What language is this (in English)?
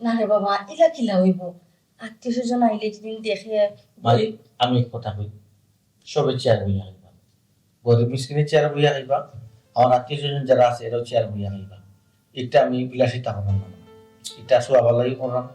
Sylheti